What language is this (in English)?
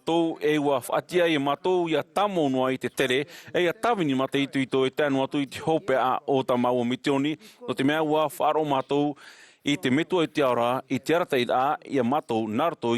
Tahitian